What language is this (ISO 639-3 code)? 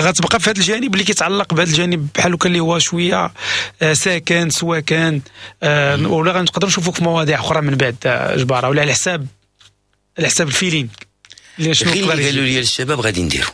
ary